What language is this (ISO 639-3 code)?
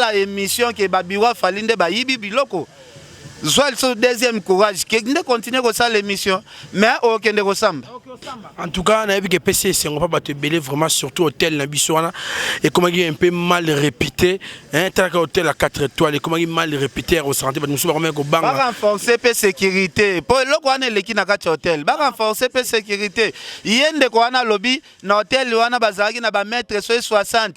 lin